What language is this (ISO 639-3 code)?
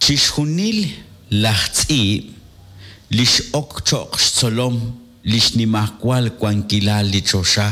kek